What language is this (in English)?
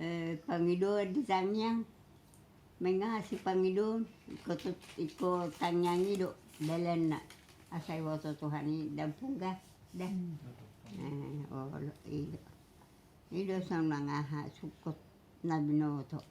Batak Toba